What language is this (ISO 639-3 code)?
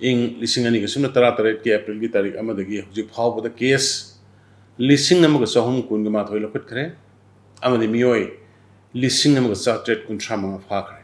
mni